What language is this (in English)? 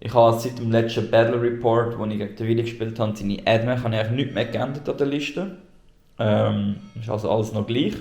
Swiss German